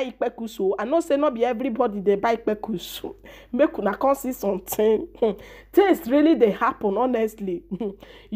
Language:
Nigerian Pidgin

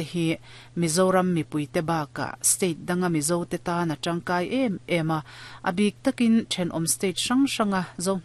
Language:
Mizo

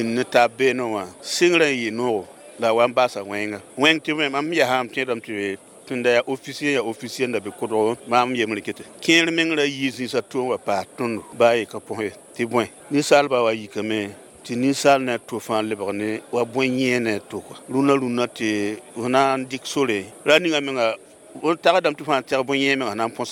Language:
Mossi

